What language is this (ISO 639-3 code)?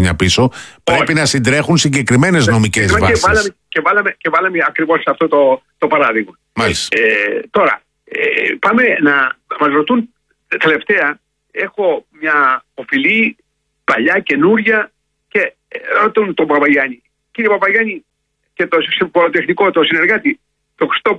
ell